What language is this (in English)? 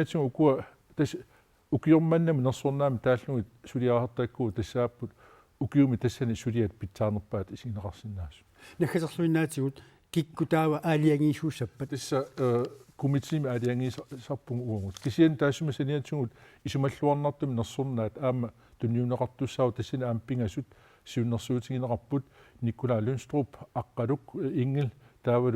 Kalaallisut